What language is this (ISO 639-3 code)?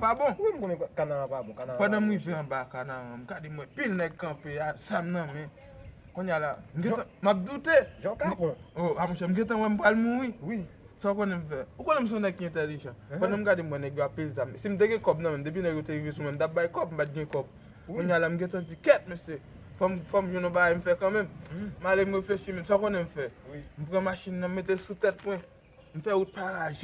hat